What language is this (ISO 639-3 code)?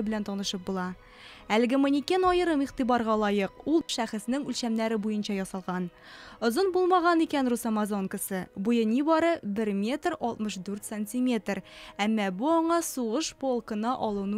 tat